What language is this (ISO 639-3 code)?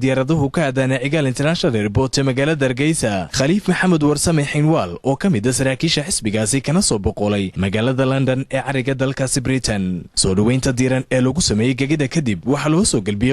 som